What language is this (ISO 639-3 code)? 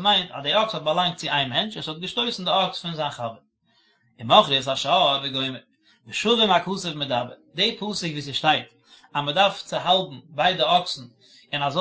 yid